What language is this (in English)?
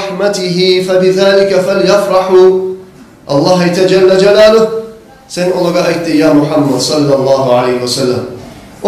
Kumyk